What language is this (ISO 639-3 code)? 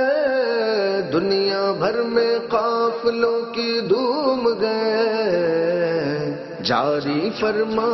urd